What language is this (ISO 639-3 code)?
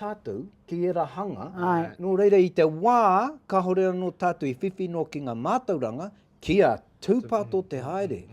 mri